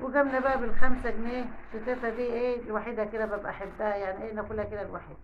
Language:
Egyptian Arabic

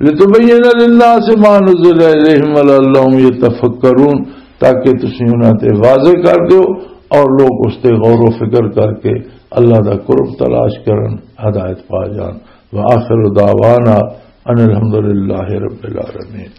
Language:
Western Panjabi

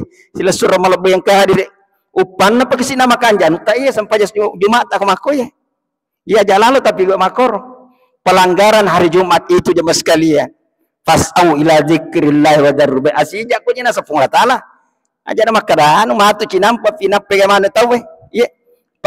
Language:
Buginese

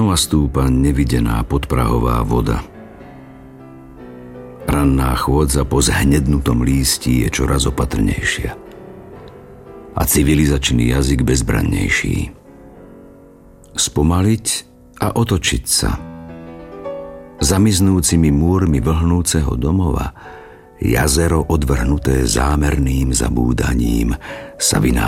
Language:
Slovak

